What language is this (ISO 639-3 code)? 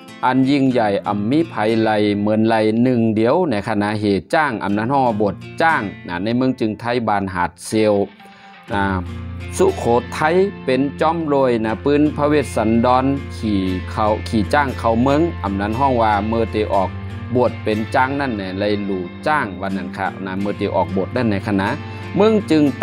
shn